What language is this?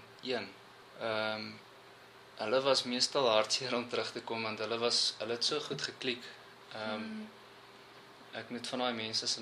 Afrikaans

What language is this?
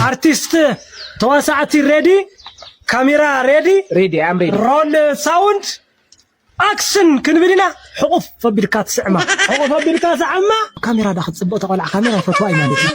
Tigrinya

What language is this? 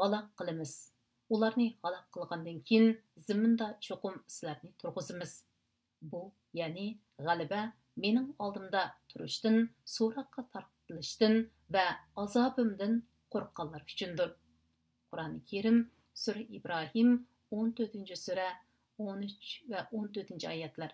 Uyghur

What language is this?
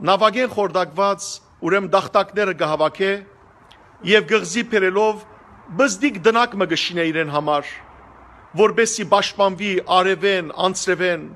Western Armenian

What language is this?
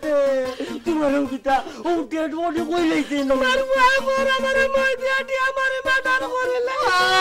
Sylheti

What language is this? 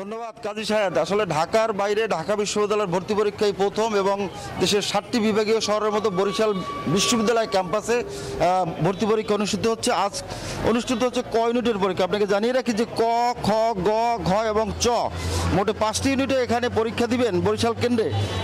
Bangla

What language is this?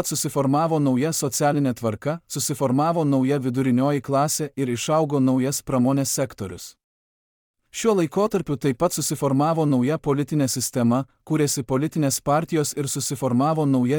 Lithuanian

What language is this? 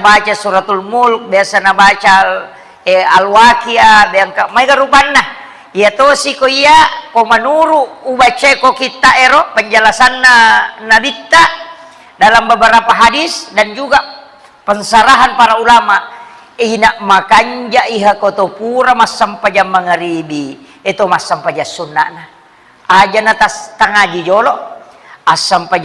Buginese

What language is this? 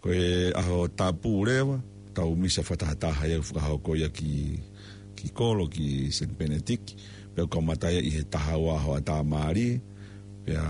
Tongan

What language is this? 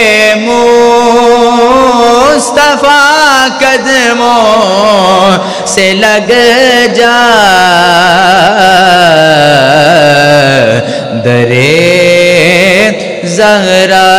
Urdu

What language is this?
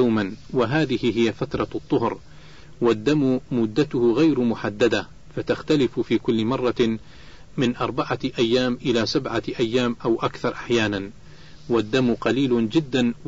Arabic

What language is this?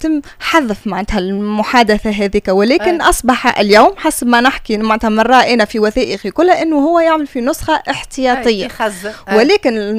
Tunisian Arabic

